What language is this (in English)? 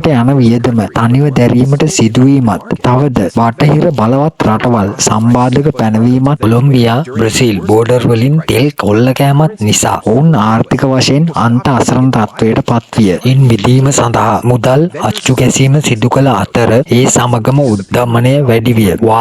Sinhala